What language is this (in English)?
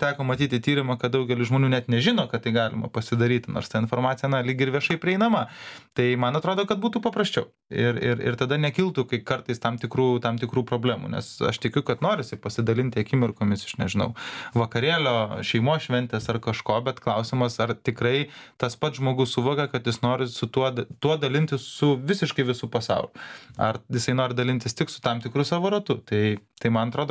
Lithuanian